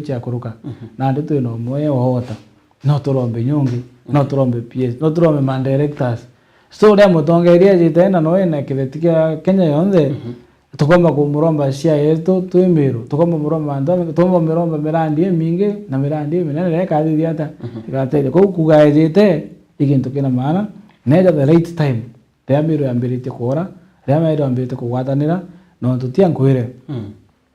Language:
Meru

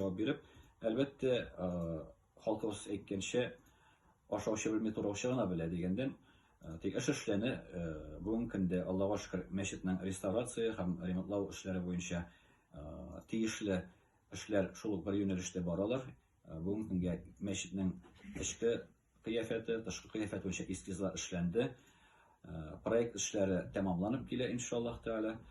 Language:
Tatar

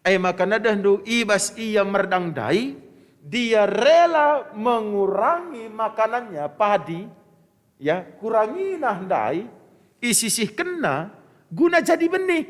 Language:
Batak Karo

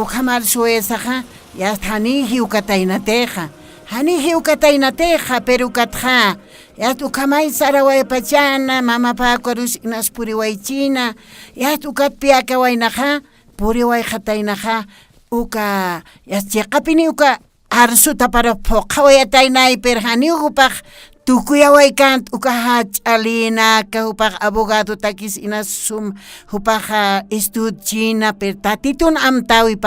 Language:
Aymara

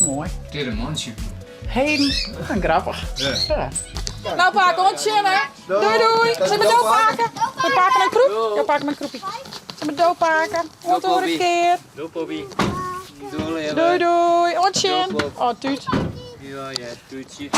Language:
Western Frisian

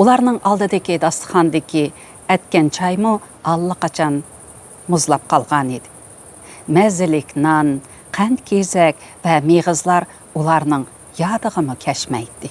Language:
Uyghur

